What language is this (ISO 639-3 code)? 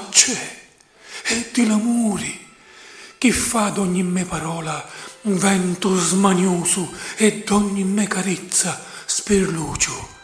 scn